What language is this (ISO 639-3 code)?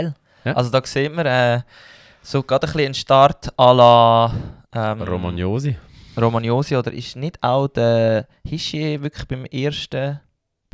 gsw